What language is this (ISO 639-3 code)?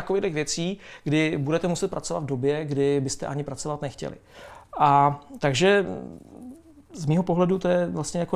ces